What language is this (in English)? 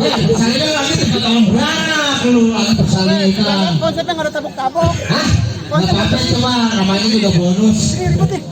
Betawi